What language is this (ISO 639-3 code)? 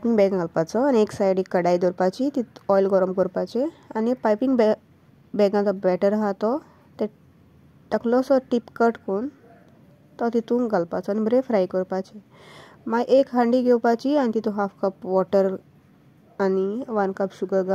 kok